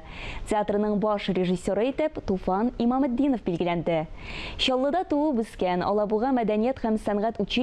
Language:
Tatar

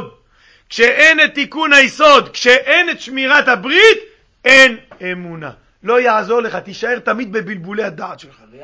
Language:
Hebrew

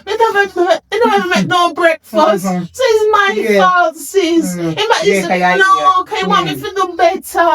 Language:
Jamaican Creole English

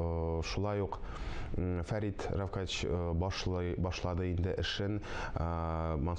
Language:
Tatar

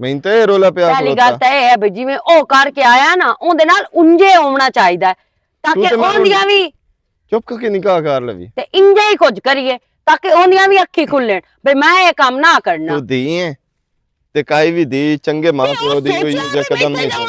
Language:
Western Panjabi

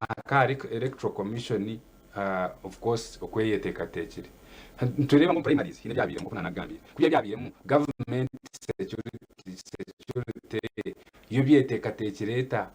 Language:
Nyankole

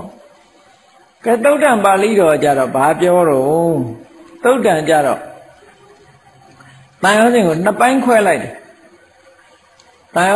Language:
Burmese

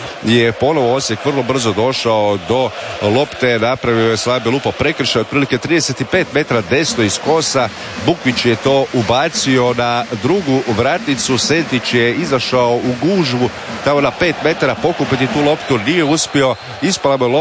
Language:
Croatian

